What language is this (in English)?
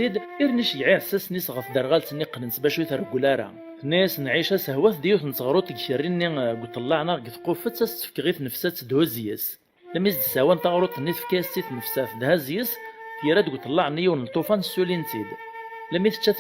Kabyle